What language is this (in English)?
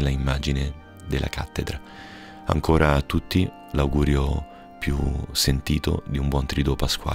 Italian